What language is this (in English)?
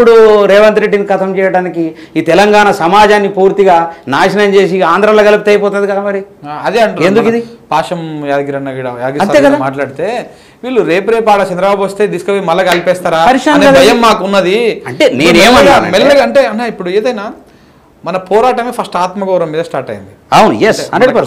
Telugu